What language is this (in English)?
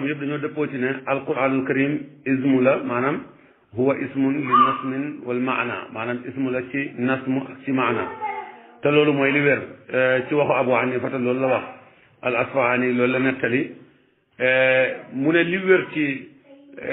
Wolof